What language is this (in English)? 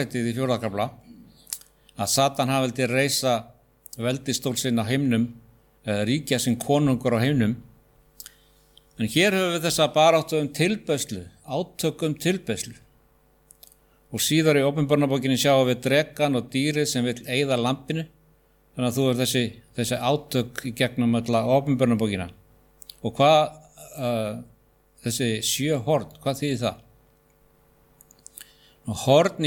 Icelandic